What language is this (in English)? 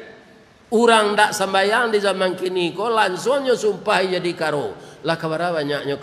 Minangkabau